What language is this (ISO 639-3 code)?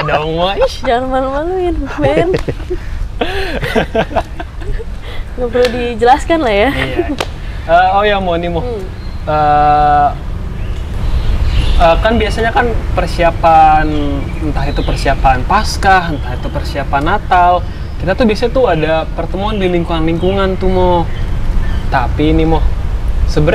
ind